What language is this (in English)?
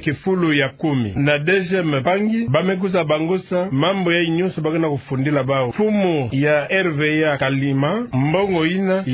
Kituba (Democratic Republic of Congo)